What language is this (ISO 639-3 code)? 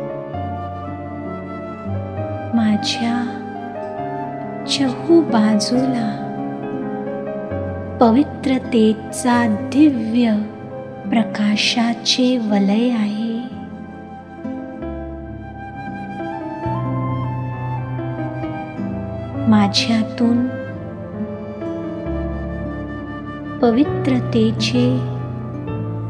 mar